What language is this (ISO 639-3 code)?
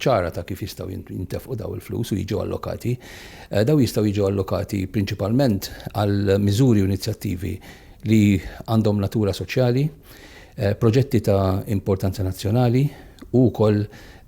mlt